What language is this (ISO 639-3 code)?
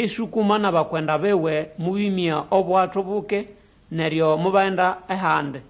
nnb